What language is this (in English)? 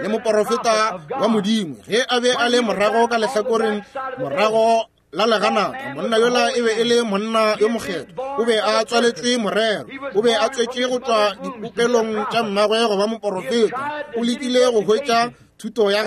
Northern Sotho